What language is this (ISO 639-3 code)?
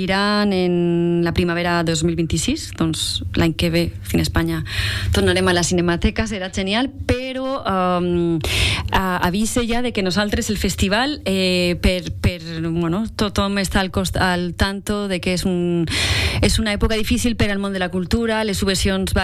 cat